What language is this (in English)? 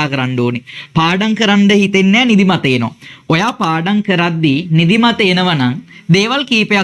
Sinhala